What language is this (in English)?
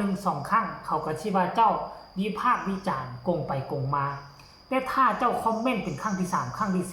Lao